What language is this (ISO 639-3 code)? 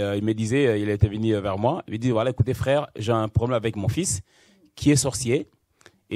fra